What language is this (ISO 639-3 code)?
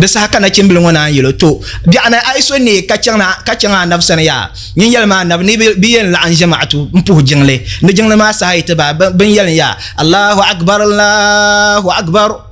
dag